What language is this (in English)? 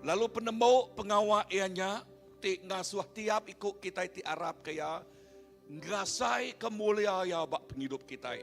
Iban